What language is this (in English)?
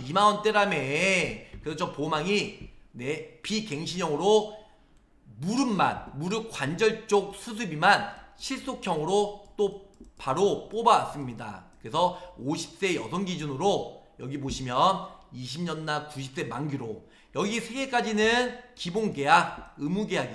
Korean